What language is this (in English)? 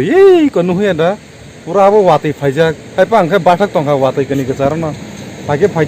Kok Borok